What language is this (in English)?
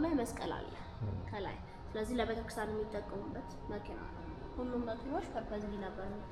Amharic